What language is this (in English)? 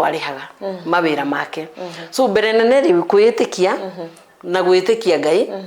Kikuyu